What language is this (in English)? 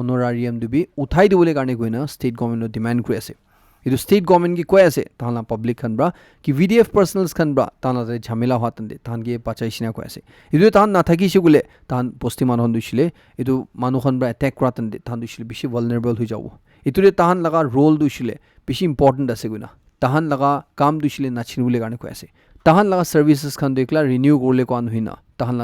Naga Pidgin